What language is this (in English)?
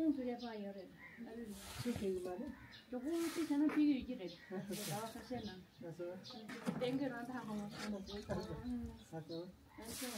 Tibetan